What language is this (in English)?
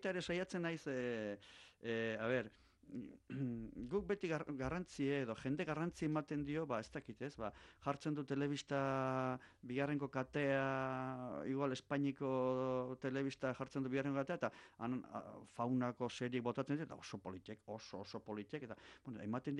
Basque